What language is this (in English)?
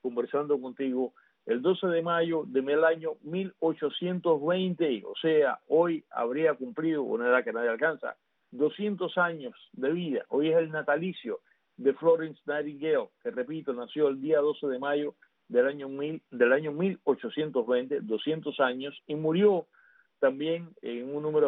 Spanish